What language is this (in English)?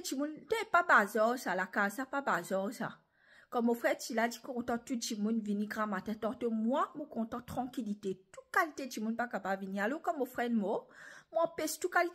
Morisyen